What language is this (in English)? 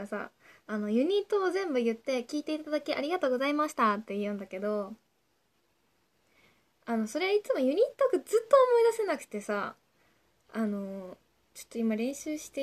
Japanese